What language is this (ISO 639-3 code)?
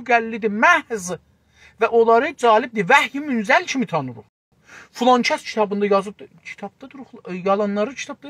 azb